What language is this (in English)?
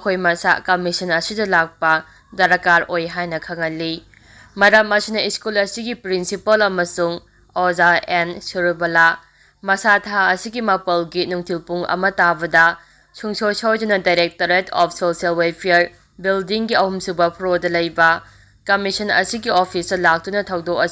Manipuri